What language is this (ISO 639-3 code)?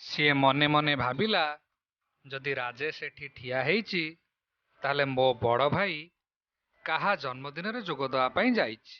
ori